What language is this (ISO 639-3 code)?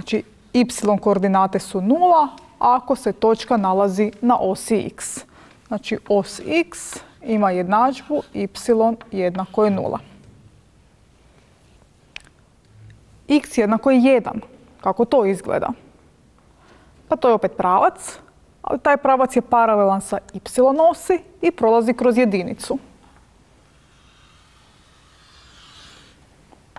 hrv